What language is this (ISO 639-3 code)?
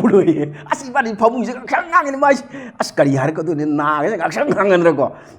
mni